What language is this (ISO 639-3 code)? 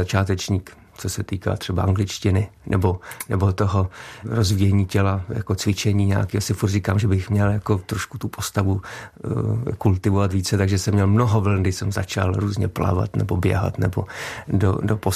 ces